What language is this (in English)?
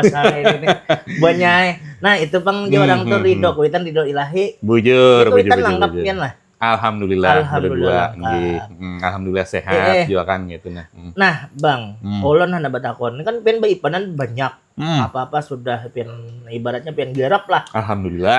Banjar